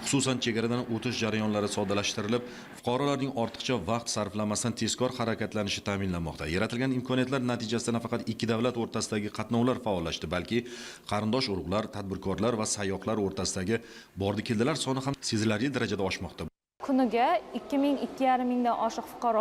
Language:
Uzbek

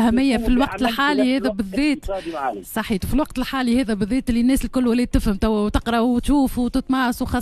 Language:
Tunisian Arabic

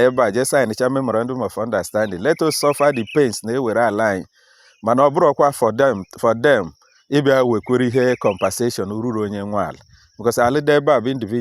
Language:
Igbo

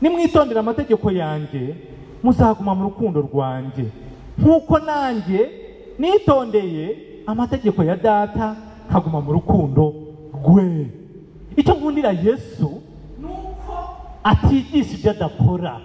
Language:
Kinyarwanda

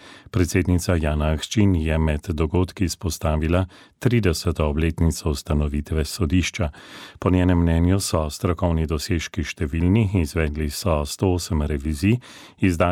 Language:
Slovenian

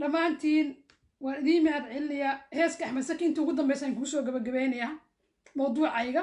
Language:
Somali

